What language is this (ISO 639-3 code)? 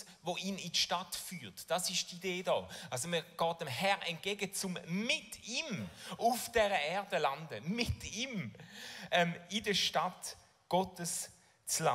gsw